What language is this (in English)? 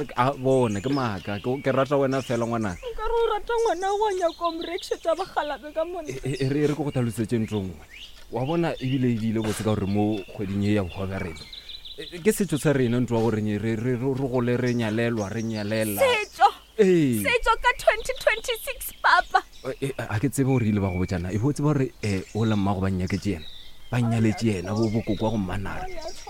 Northern Sotho